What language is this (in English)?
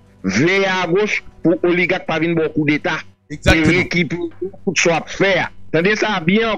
Haitian Creole